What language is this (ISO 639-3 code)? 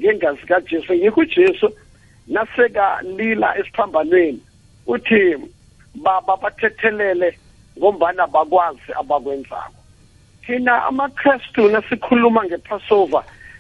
nbl